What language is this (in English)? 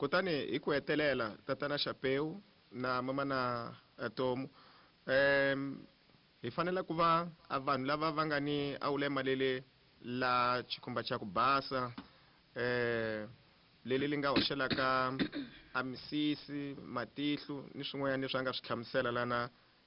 Tsonga